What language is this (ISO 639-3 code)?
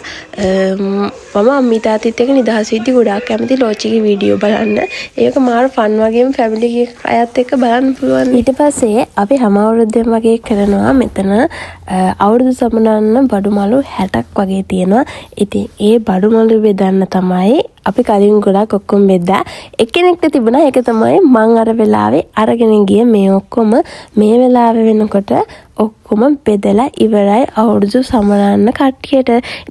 sin